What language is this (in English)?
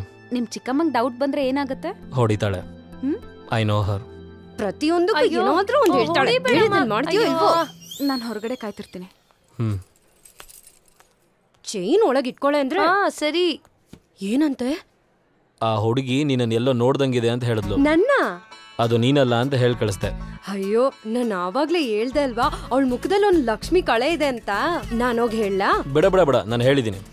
Kannada